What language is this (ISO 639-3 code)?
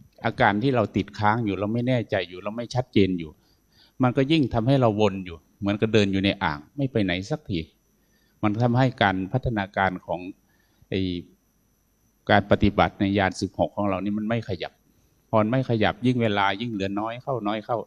tha